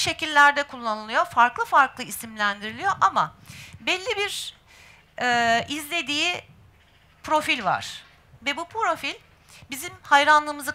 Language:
Turkish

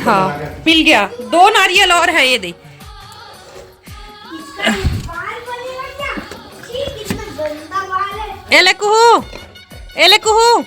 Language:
Chhattisgarhi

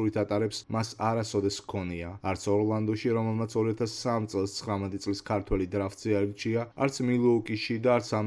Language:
Georgian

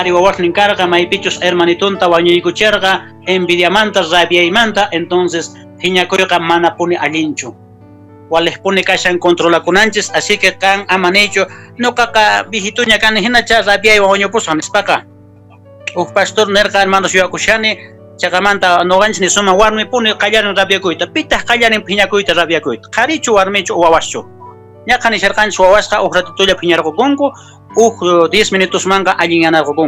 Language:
Quechua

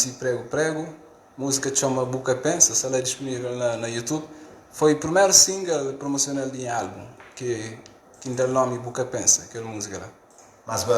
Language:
Kabuverdianu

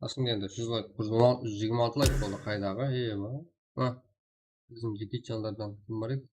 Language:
Kara-Kalpak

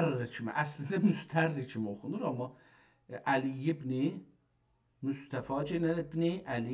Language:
South Azerbaijani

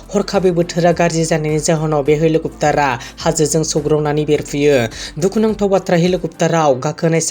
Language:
Bodo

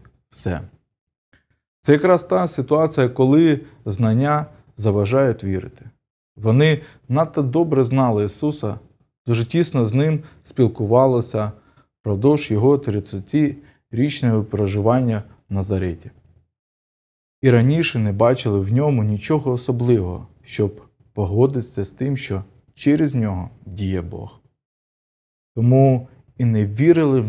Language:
Ukrainian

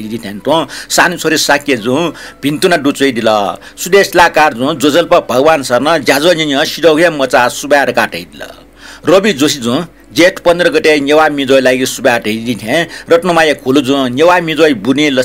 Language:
Newari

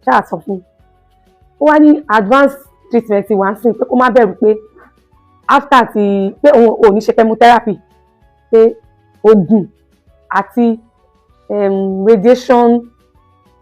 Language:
Yoruba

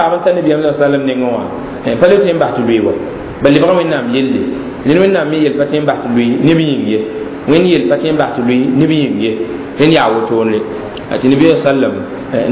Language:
Mossi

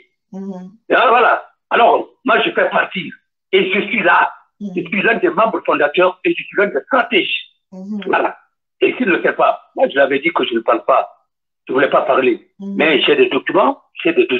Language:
French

